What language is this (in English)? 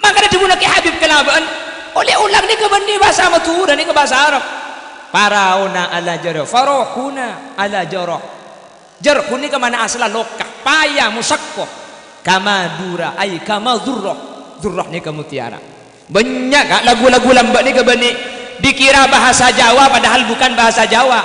Madurese